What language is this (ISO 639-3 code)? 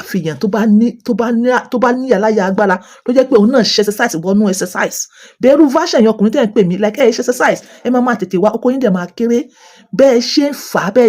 yor